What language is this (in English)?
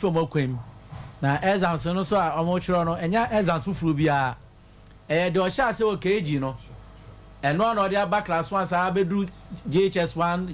Akan